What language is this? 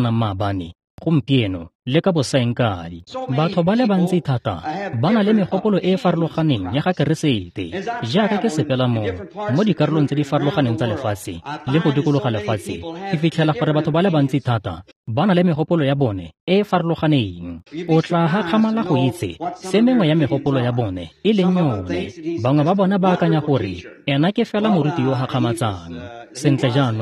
Tswana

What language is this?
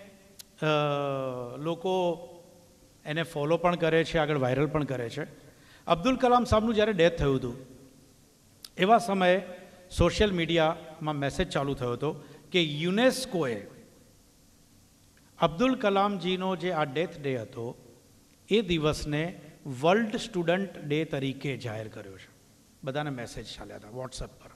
Gujarati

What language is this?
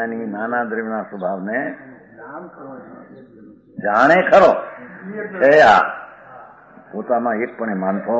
Gujarati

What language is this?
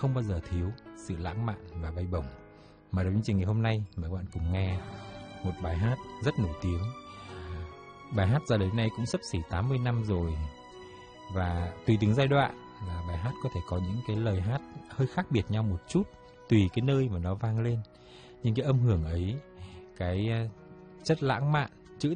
Vietnamese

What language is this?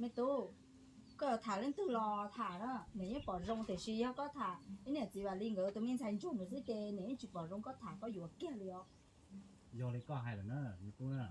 Hmong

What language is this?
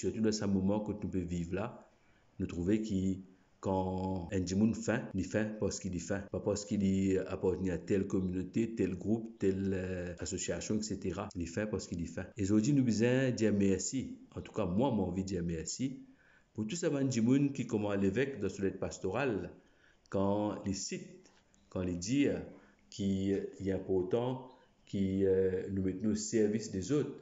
Morisyen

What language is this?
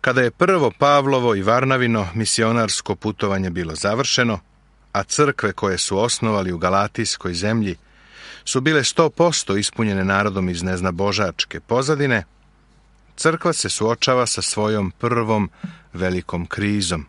Serbian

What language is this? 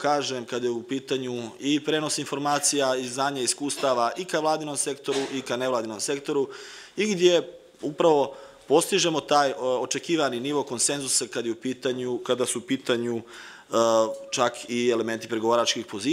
Serbian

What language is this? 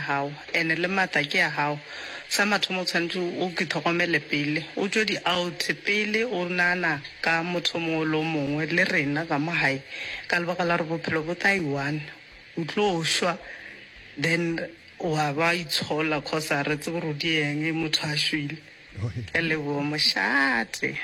Northern Sotho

